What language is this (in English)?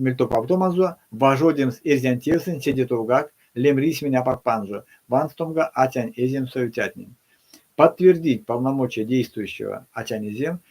Erzya